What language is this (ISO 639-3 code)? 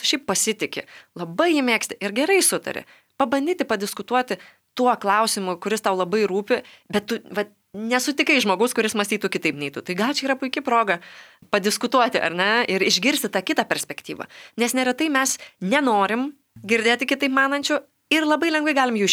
lit